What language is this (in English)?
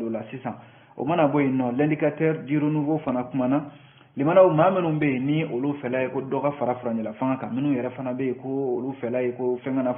Bambara